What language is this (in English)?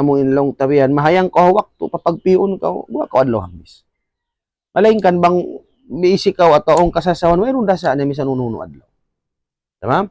Tausug